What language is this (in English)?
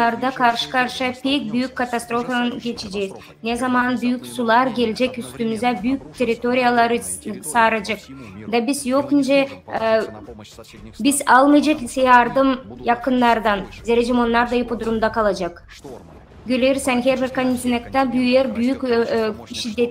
Gagauz